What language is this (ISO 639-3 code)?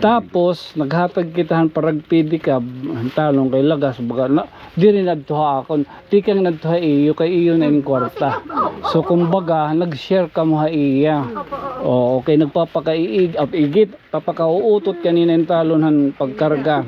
war